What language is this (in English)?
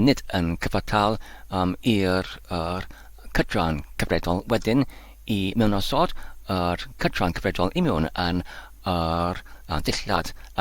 Welsh